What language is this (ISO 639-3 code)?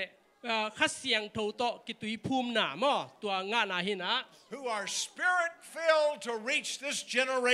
ctd